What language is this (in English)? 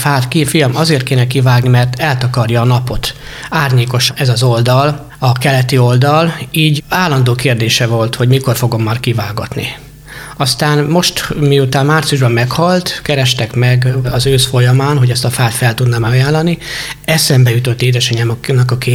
Hungarian